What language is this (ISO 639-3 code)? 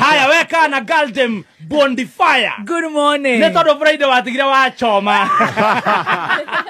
kik